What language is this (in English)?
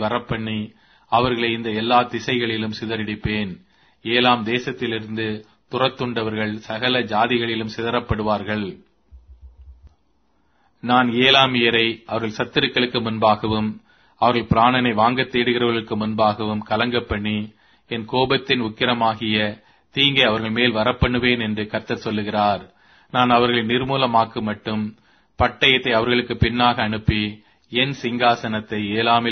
Tamil